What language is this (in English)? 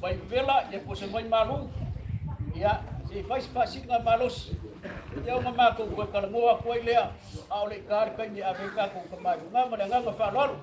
Samoan